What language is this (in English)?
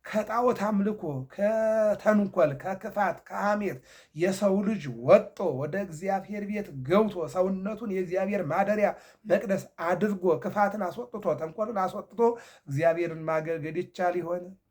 Amharic